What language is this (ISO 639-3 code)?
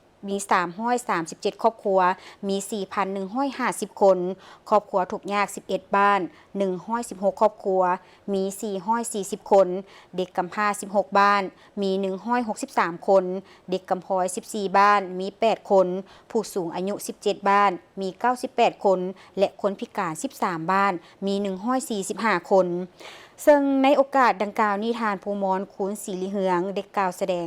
lao